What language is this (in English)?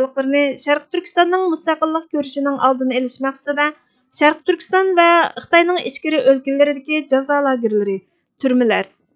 Uyghur